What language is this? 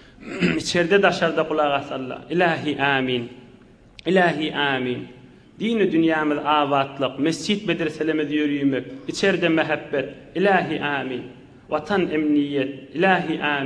Turkmen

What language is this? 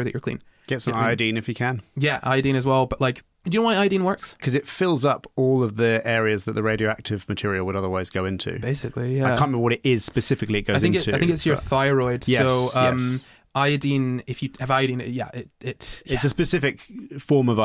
English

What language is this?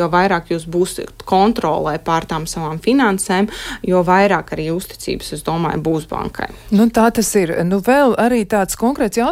Latvian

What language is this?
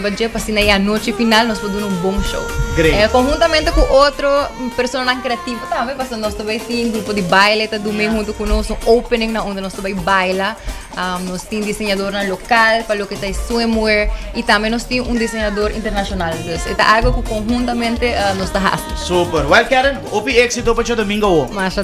Papiamento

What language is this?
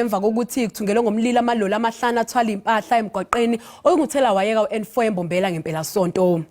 Zulu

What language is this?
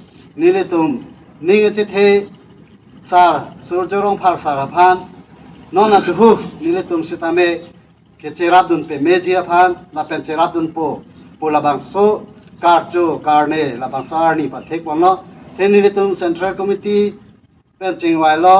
Karbi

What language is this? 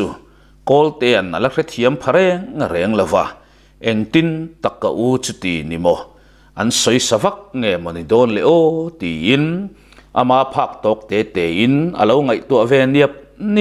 Mizo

